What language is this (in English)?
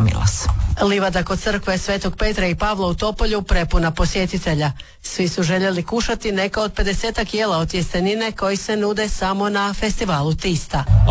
Croatian